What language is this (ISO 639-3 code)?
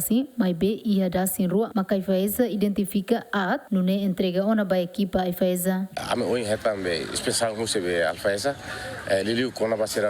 tet